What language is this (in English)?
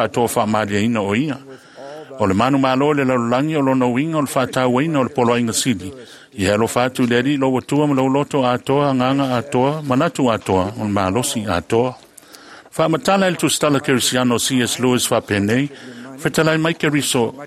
Samoan